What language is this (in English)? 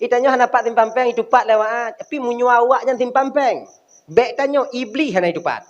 Achinese